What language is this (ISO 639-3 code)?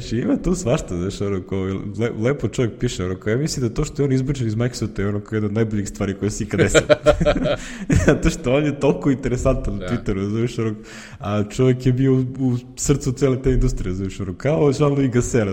srp